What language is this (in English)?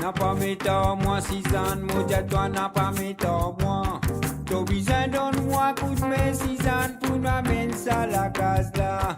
Morisyen